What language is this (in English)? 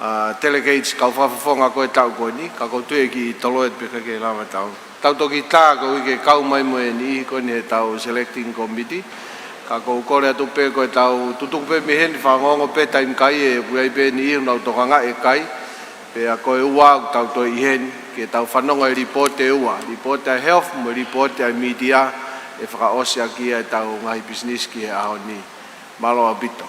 Tongan